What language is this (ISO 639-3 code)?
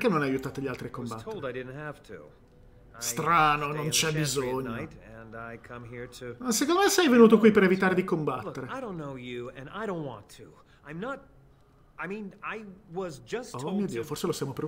ita